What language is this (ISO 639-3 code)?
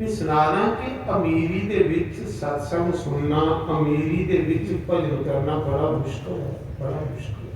doi